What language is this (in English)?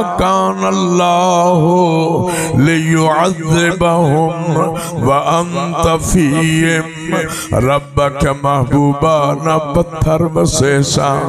Saraiki